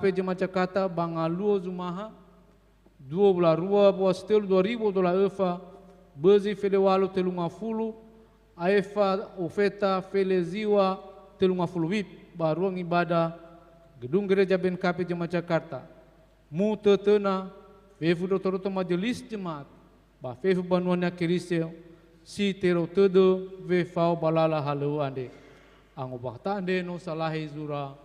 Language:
Nias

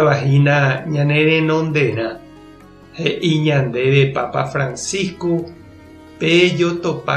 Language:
Guarani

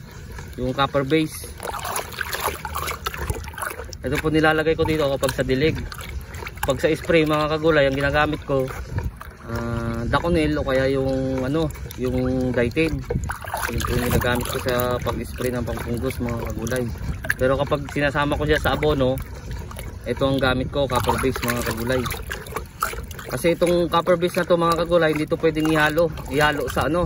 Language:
Filipino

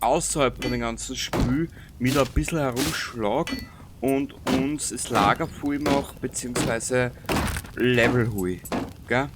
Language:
Bavarian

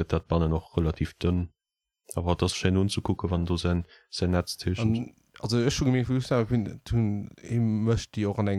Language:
Luxembourgish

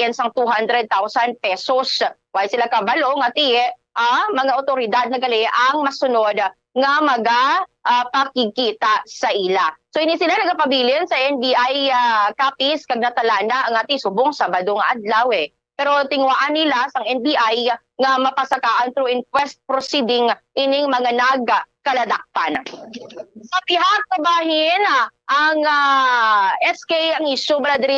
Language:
Hiligaynon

